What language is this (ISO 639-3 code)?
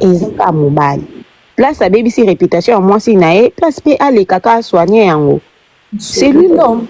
lin